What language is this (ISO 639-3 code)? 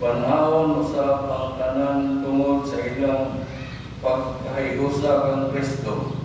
ceb